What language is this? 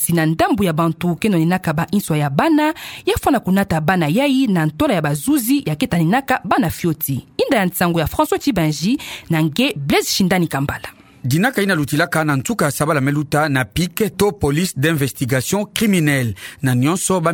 Kituba (Democratic Republic of Congo)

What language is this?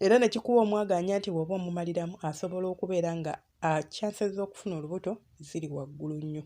Ganda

